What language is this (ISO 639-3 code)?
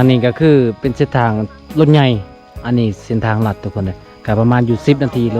lao